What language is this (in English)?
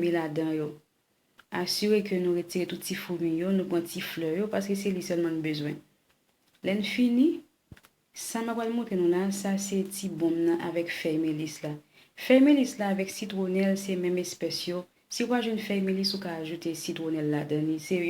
Haitian Creole